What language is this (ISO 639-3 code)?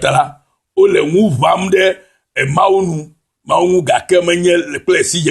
ewe